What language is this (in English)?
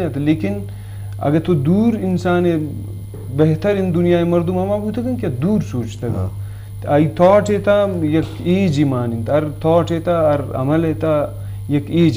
Eastern Balochi